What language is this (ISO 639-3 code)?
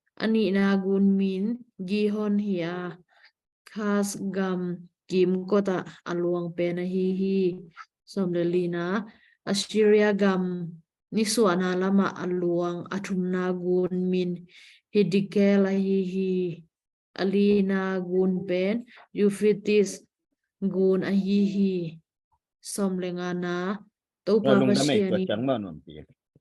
ctd